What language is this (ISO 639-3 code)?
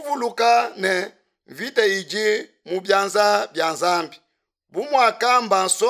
lua